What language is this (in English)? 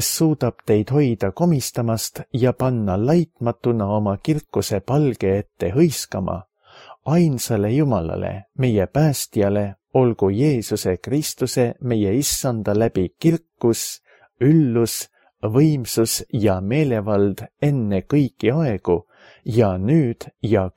Estonian